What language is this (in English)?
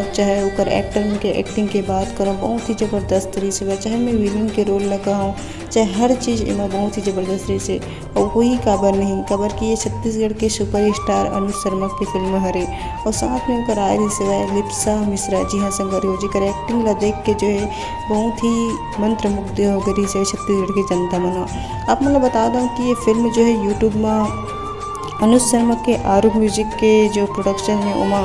Chhattisgarhi